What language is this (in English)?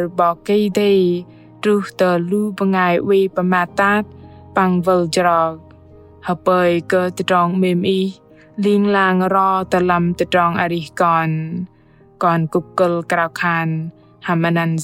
Bahnar